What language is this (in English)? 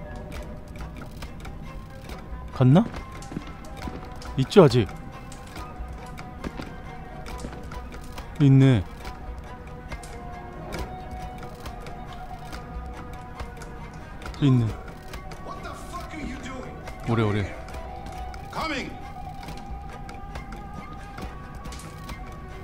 Korean